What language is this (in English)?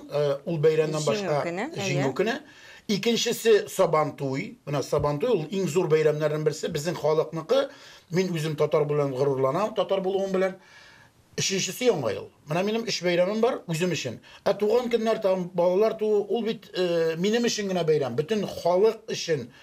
Tatar